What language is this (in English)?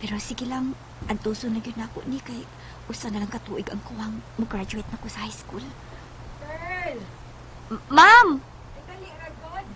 Cebuano